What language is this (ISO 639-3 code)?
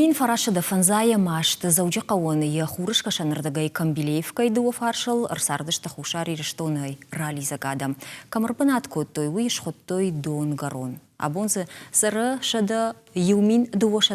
oss